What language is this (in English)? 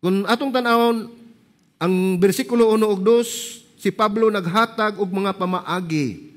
Cebuano